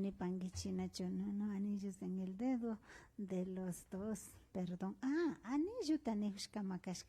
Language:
Imbabura Highland Quichua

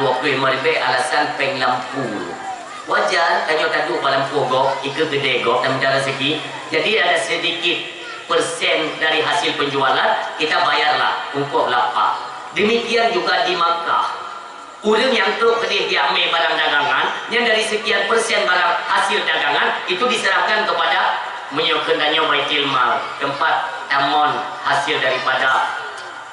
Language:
Achinese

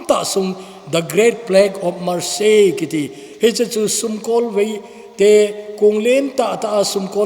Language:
Thado Chin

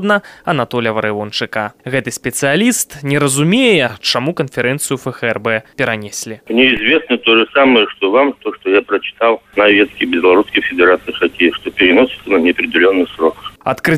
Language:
Belarusian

